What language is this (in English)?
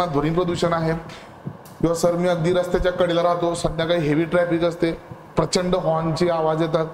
Marathi